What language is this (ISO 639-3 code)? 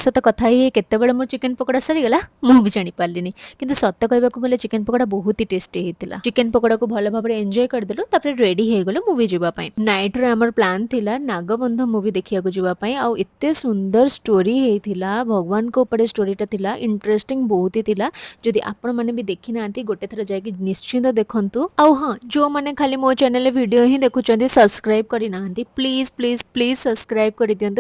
ori